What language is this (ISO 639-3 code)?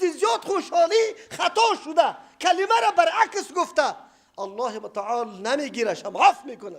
fas